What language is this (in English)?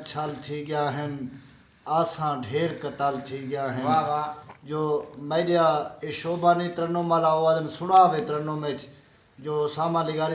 Saraiki